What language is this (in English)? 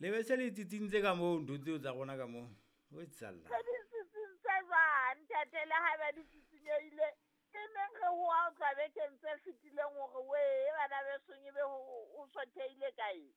Southern Sotho